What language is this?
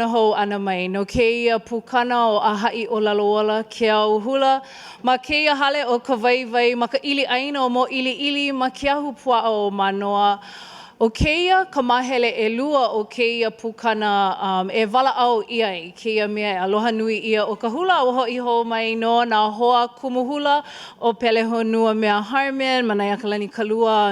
Hawaiian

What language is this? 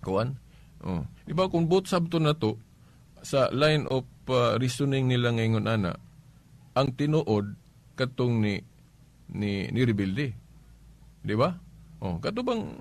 Cebuano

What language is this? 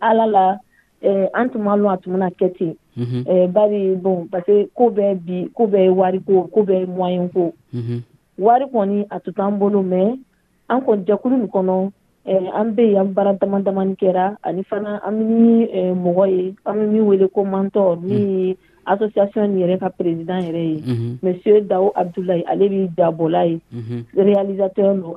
Dyula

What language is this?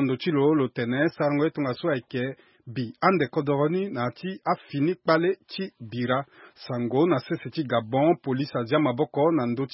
Sango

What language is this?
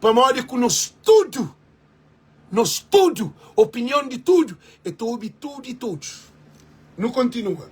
Kabuverdianu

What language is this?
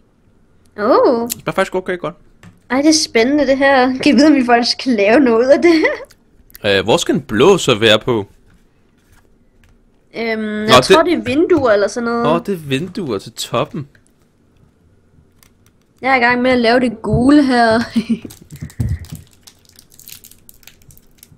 Danish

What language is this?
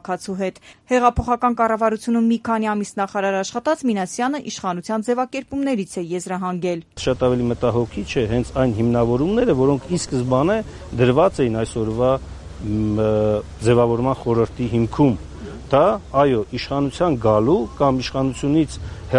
Armenian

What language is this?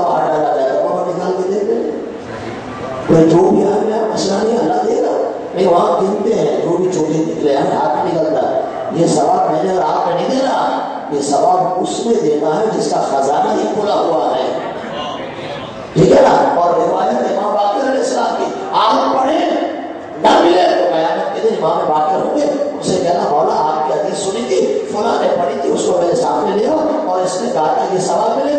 Urdu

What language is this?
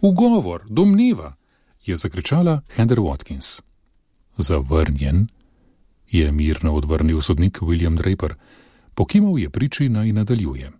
Slovenian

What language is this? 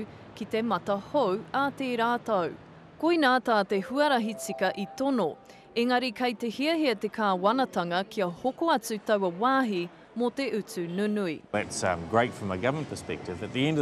Māori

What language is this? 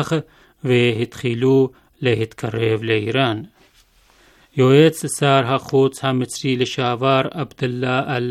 Hebrew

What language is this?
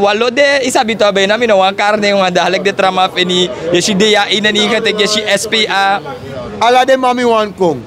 Sranan Tongo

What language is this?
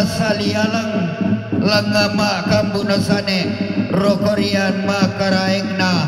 Toraja-Sa'dan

